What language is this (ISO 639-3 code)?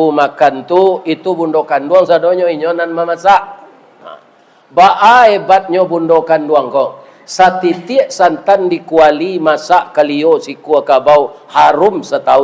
min